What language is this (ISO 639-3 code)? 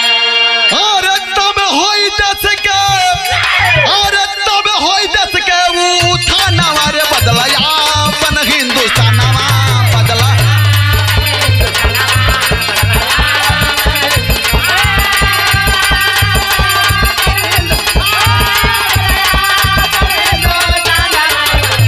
bho